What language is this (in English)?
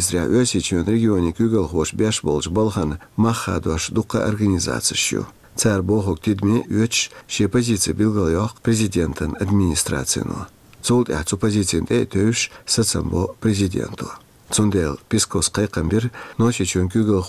Chechen